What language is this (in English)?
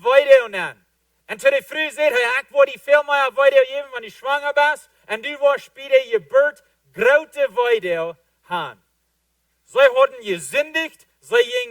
Plautdietsch